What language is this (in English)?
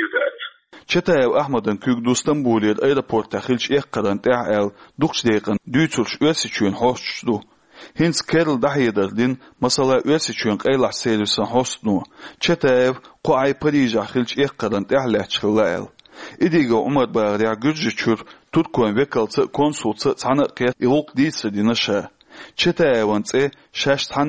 Chechen